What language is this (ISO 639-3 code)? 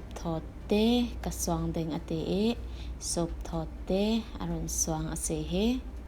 cfm